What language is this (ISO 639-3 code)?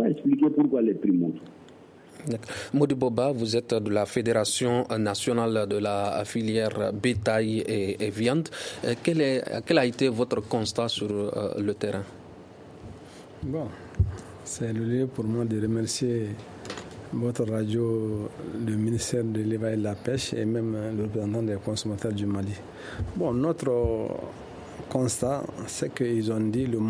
fra